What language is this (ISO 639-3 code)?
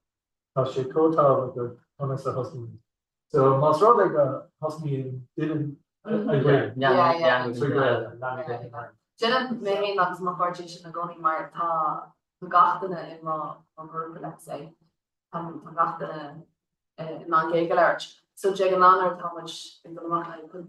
gle